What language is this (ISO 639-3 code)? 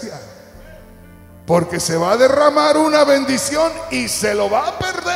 spa